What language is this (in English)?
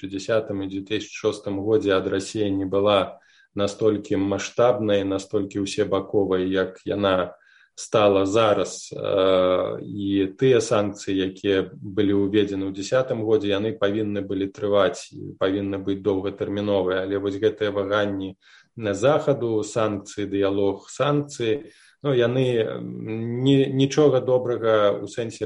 Belarusian